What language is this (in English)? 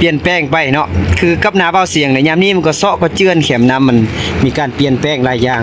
Lao